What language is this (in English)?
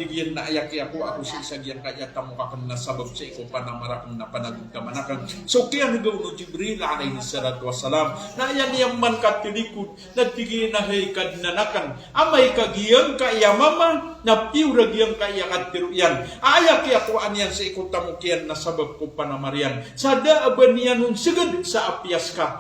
Maranao